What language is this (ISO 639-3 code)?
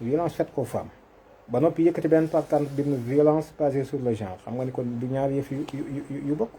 wol